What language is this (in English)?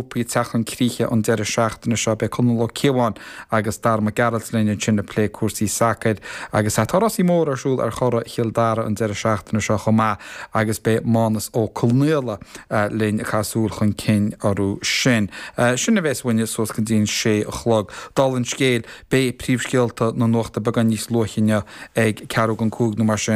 Irish